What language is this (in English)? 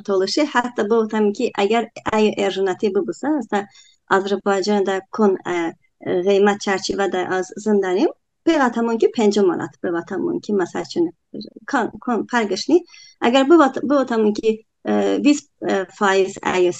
Talysh